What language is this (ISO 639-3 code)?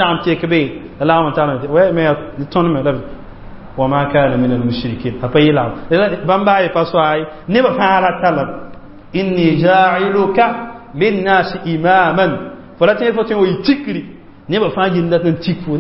mos